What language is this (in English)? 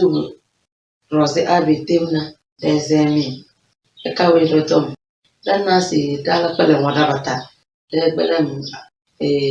Tem